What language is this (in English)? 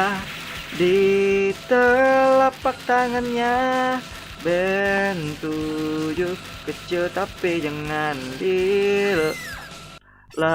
Banjar